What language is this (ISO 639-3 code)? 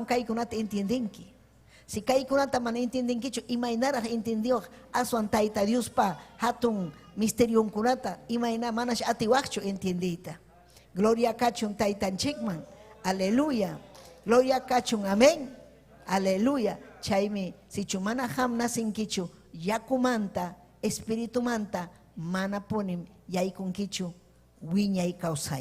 quy